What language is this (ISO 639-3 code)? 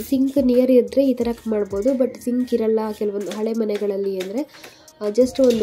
kan